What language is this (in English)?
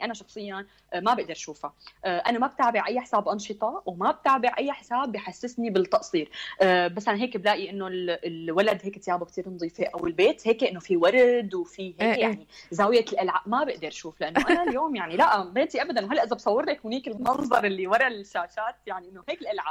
North Levantine Arabic